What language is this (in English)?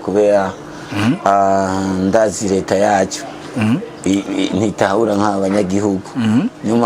Rundi